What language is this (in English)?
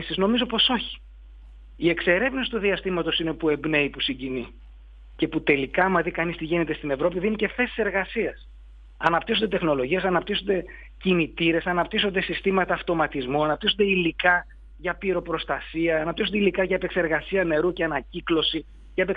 Greek